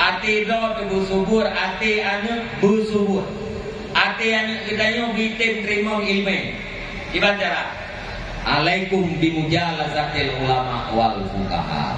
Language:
Achinese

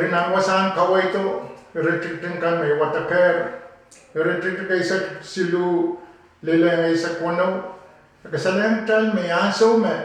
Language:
Pohnpeian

